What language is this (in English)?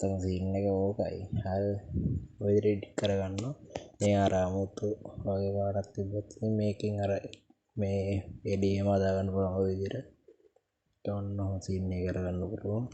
Sinhala